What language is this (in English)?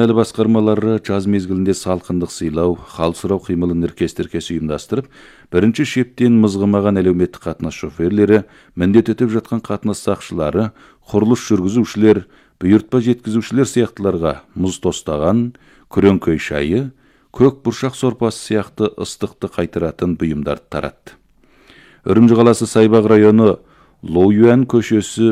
Kazakh